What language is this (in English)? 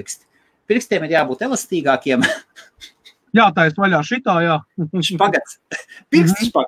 Latvian